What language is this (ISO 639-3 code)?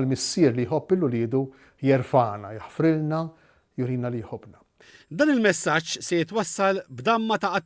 mlt